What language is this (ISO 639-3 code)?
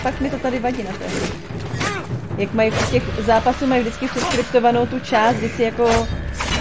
ces